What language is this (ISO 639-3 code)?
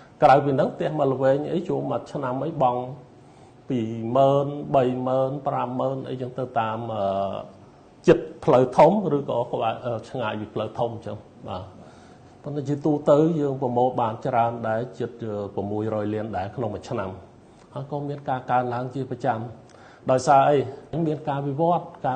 khm